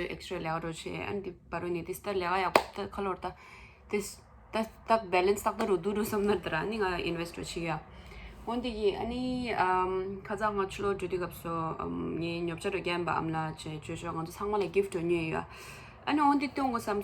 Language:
Tibetan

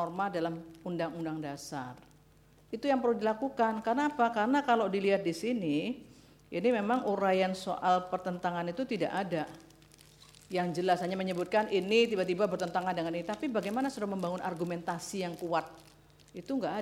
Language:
Indonesian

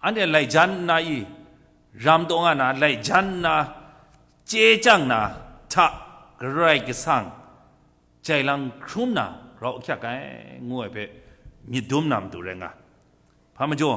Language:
Kachin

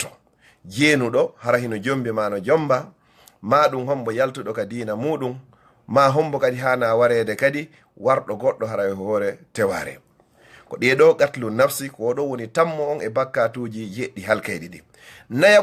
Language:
Fula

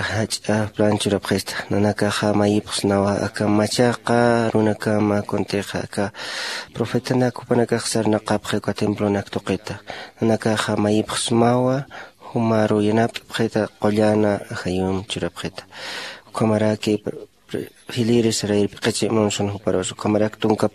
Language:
Aymara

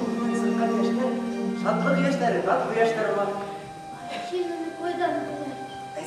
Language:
Bashkir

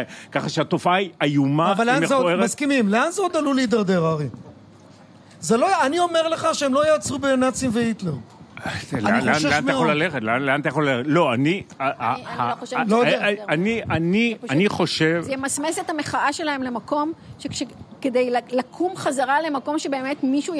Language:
Hebrew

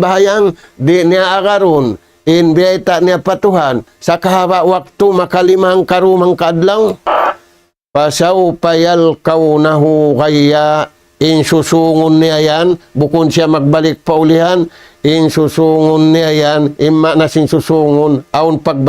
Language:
Tausug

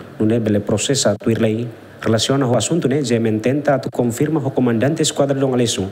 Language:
Tetum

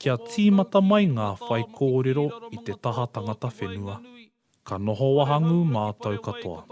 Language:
Māori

